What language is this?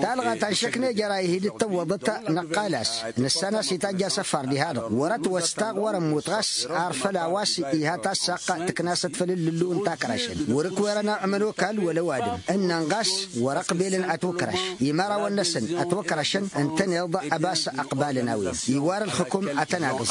Tamasheq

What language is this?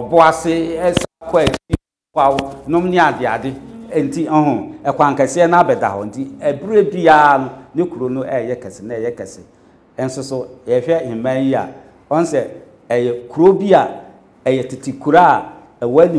Akan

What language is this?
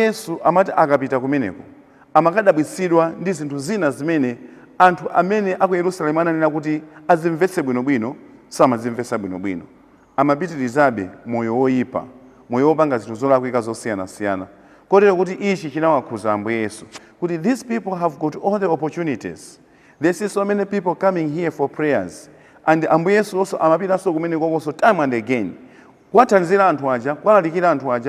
Nyanja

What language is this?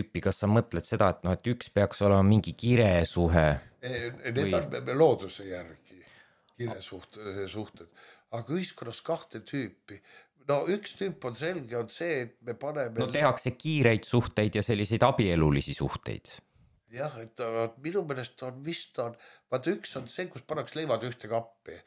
Estonian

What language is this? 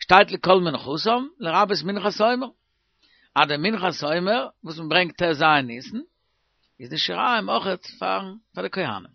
Yiddish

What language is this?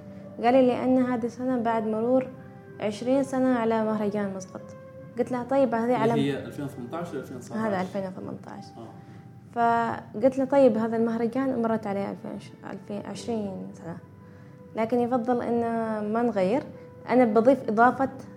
Gulf Arabic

